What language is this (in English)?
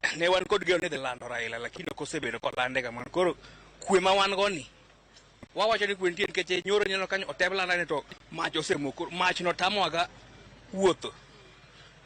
Luo (Kenya and Tanzania)